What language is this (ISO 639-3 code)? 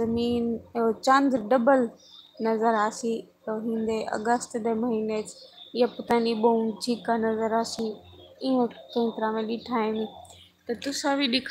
skr